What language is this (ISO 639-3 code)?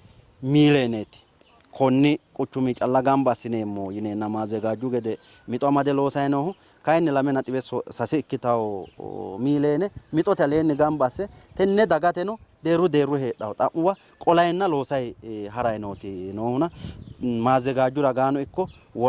sid